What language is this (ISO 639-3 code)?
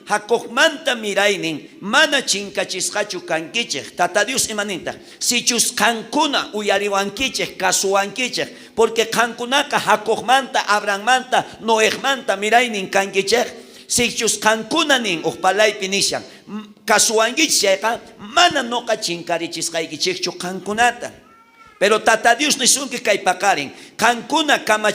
quh